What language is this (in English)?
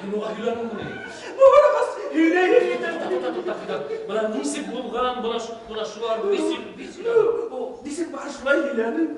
Bashkir